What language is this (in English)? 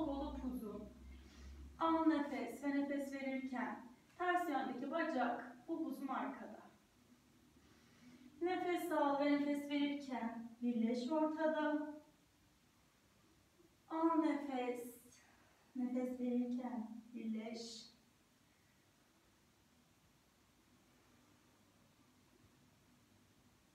Turkish